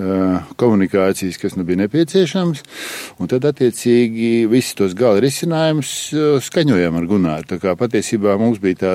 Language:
Latvian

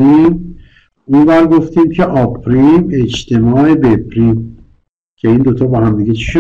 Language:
Persian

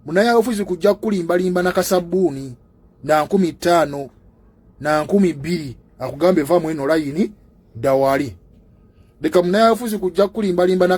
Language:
Ganda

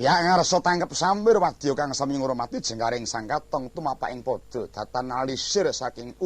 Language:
Javanese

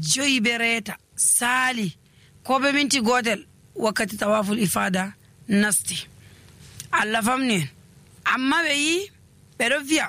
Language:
Nigerian Fulfulde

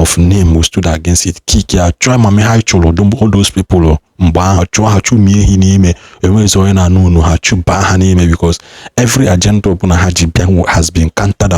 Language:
Igbo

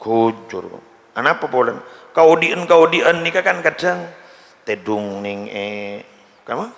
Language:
Madurese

